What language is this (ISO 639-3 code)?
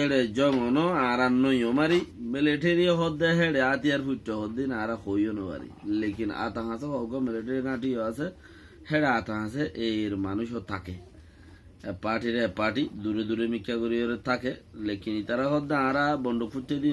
rhg